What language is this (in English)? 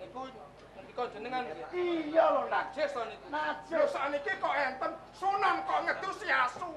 Javanese